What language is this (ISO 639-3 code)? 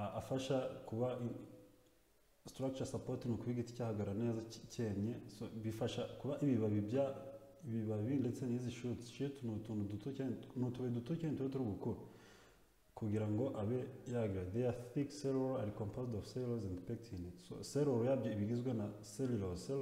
kin